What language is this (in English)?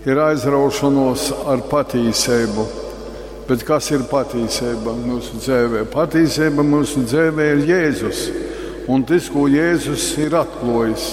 Latgalian